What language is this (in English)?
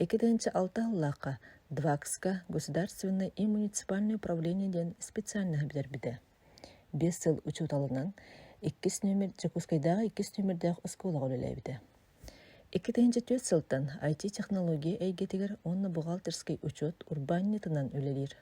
Yakut